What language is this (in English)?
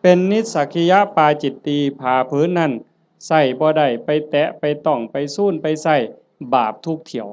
Northeastern Thai